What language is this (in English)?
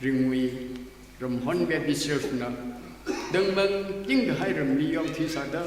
Tangkhul Naga (India)